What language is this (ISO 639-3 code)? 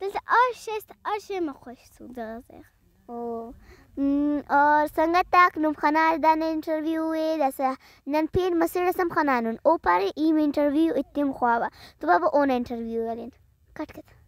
brh